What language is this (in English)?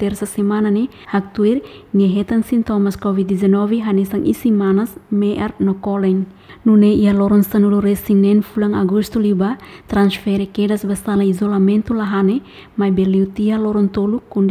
Tetum